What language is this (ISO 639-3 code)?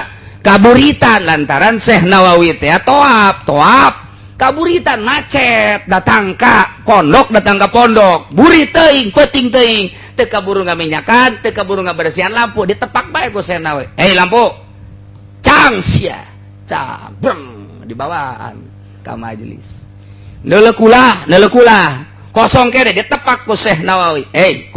sun